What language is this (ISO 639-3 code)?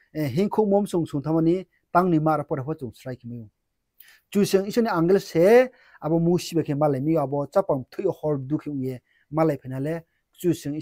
ria